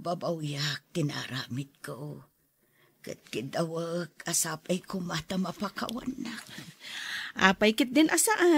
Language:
Iloko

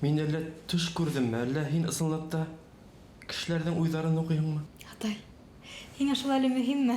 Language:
Bashkir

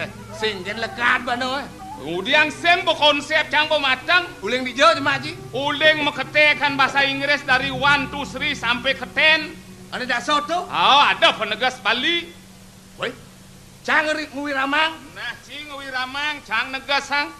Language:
Balinese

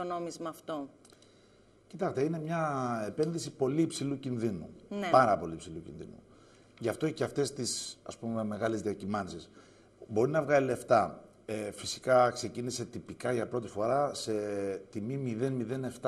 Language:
Greek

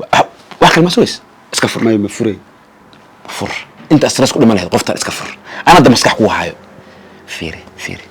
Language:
Somali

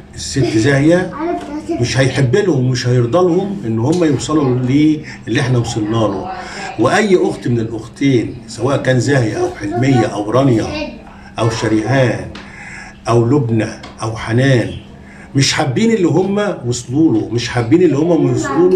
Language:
Egyptian Arabic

